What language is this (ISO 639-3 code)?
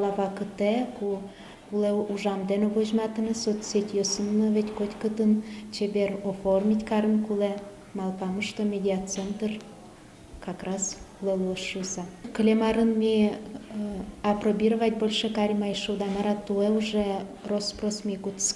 udm